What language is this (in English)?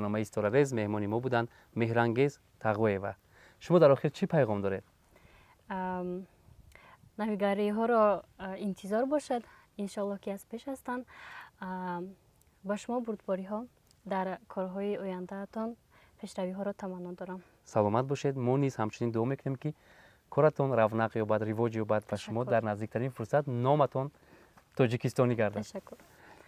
Tajik